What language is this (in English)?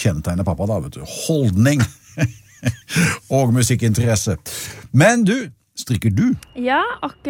Norwegian